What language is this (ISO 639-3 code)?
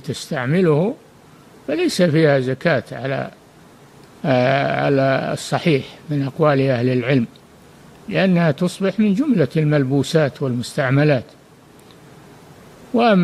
ara